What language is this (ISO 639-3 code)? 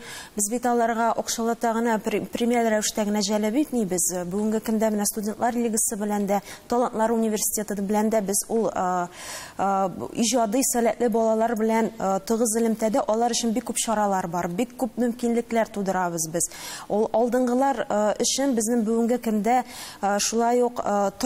tat